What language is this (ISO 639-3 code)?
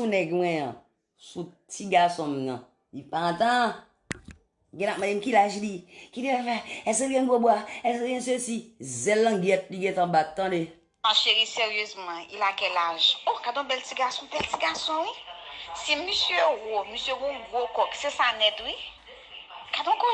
hat